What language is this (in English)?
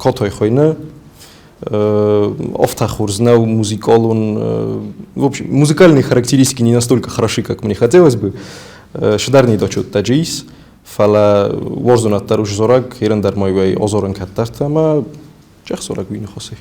Ossetic